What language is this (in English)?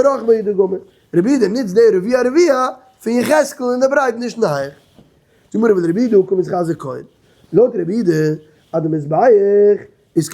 Yiddish